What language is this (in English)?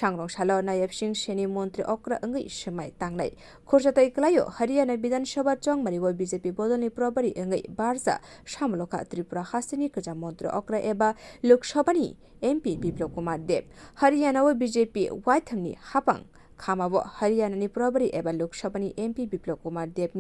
Kok Borok